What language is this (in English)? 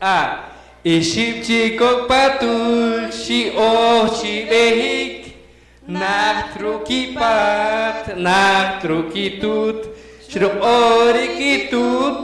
Poqomchi'